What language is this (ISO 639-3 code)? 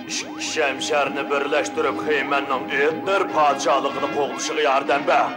uig